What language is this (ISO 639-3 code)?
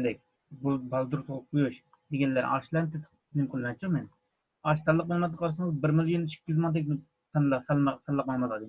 uig